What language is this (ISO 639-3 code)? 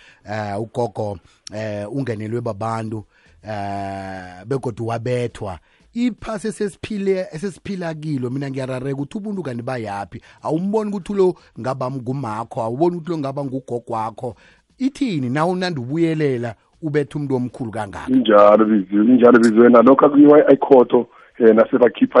nbl